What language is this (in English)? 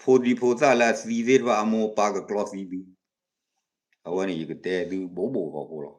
S'gaw Karen